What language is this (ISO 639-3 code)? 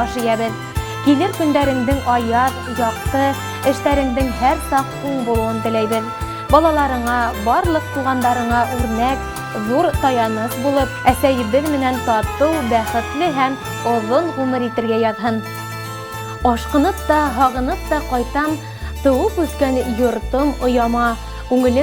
bak